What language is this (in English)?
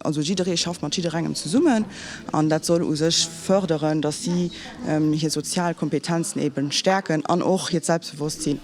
Luxembourgish